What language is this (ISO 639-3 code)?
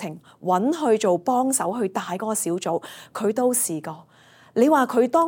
yue